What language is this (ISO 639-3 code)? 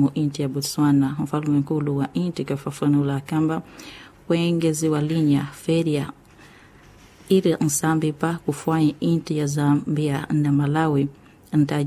swa